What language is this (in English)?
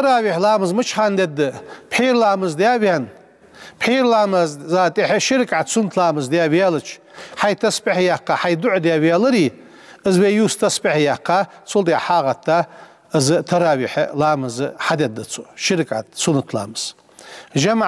Ingush